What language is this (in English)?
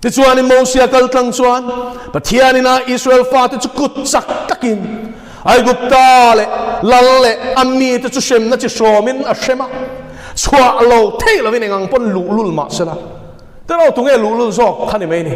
Mizo